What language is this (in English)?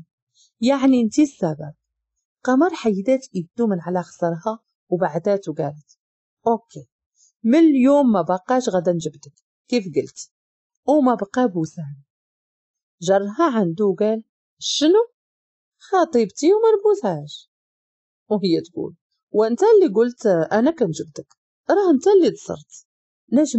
Moroccan Arabic